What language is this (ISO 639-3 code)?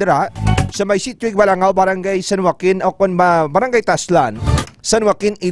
hil